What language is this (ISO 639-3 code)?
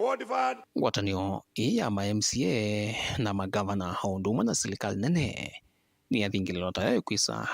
kam